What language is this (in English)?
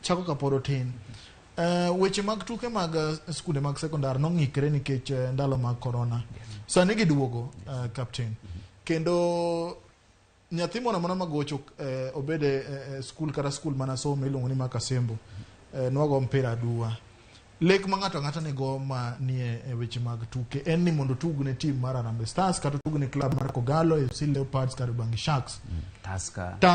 Luo (Kenya and Tanzania)